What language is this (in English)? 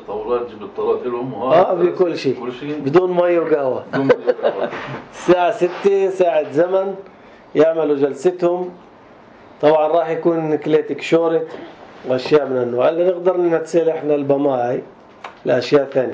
North Levantine Arabic